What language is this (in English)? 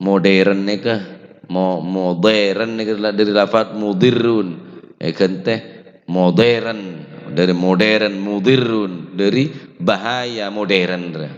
Madurese